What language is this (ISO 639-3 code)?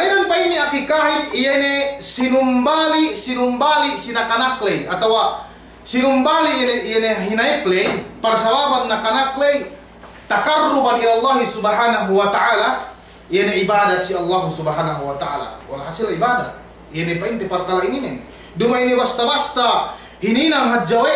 yka